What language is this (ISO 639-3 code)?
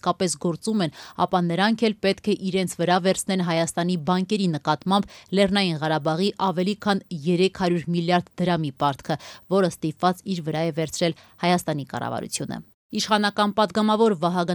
hye